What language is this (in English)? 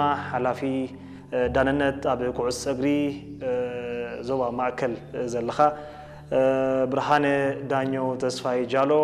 Tigrinya